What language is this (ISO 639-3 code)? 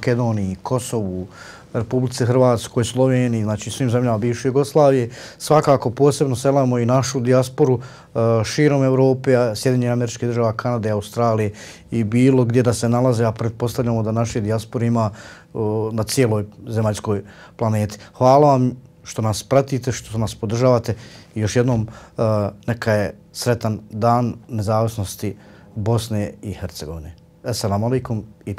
bos